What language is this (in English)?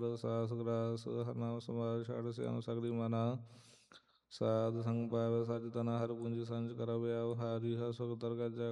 Punjabi